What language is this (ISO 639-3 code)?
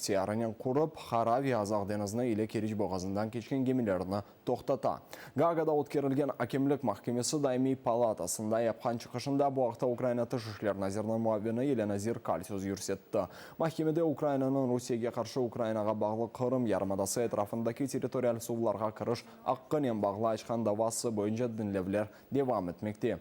crh